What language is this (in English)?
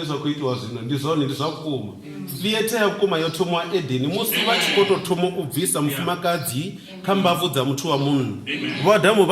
Venda